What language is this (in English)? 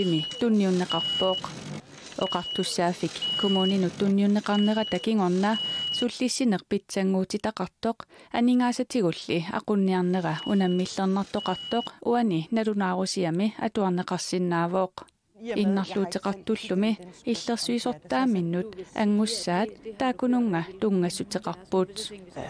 Kalaallisut